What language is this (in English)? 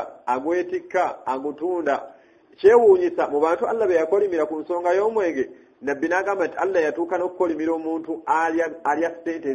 Ganda